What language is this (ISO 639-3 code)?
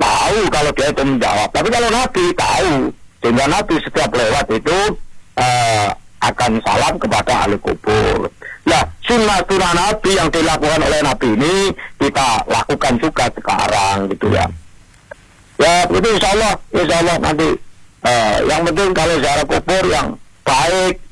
ind